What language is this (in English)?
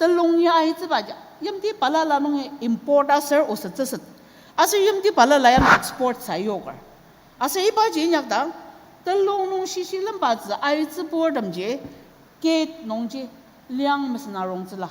Ao Naga